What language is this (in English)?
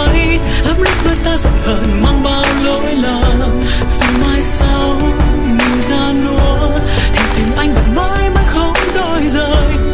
Vietnamese